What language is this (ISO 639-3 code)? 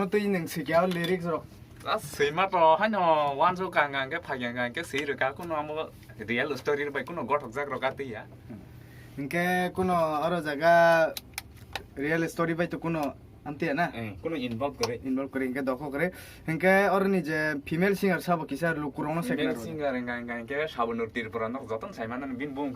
trp